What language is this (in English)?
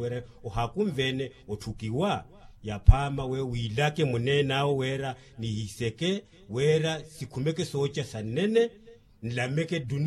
Makhuwa